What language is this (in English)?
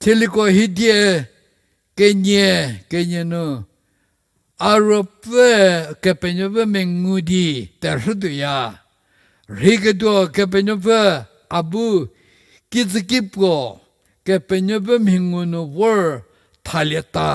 Angami Naga